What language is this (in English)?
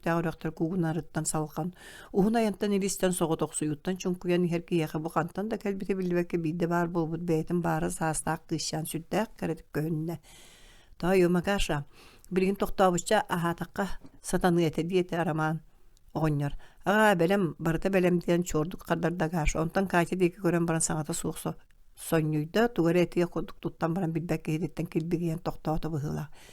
Yakut